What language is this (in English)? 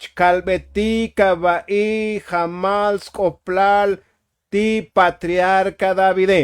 Tzotzil